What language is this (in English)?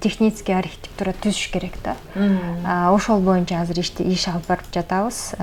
Kyrgyz